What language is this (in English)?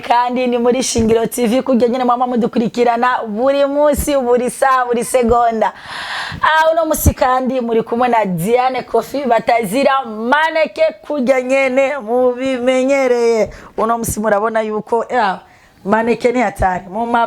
Rundi